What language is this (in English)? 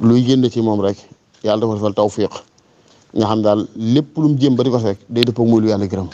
Wolof